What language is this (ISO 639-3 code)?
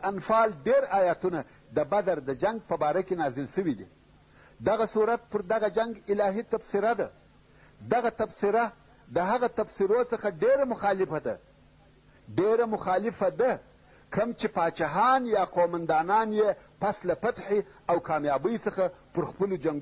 pus